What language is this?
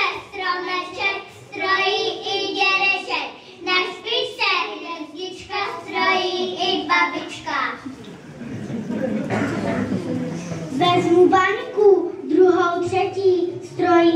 Czech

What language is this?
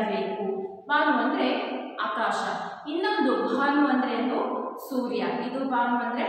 Kannada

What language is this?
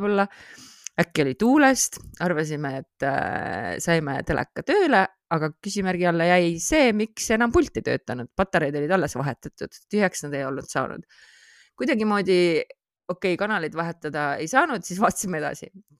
Estonian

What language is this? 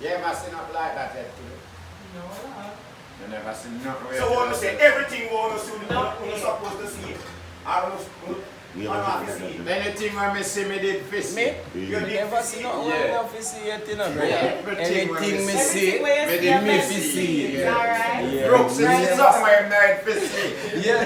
Jamaican Creole English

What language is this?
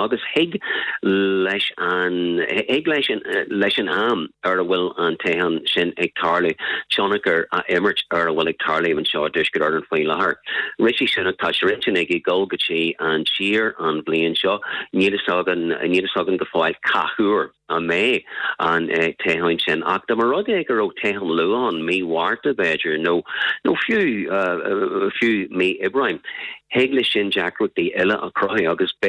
Irish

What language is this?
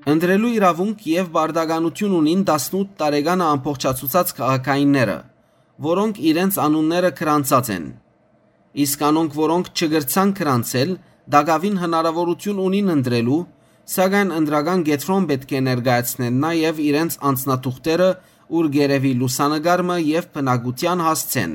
Western Armenian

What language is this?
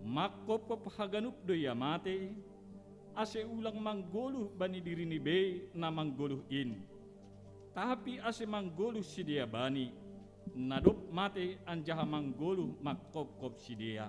Batak Simalungun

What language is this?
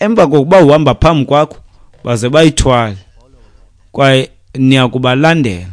Xhosa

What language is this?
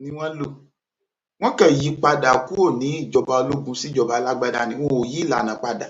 Yoruba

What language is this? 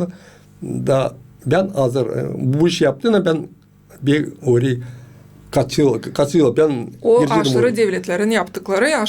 Gagauz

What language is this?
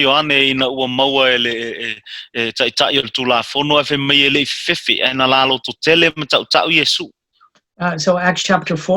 Samoan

